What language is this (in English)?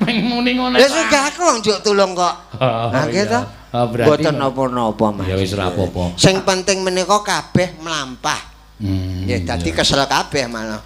Javanese